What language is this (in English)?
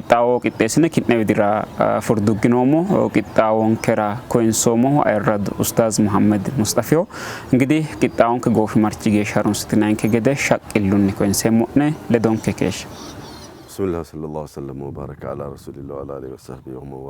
Sidamo